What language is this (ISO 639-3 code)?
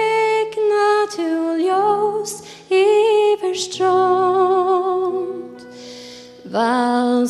fao